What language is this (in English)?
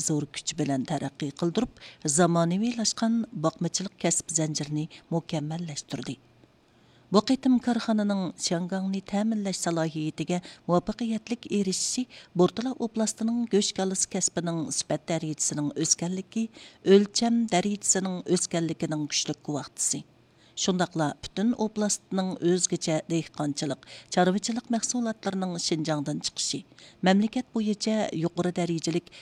Uyghur